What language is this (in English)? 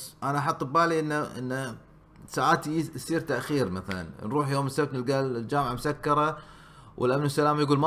Gulf Arabic